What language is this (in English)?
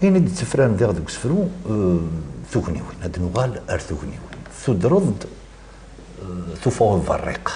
Kabyle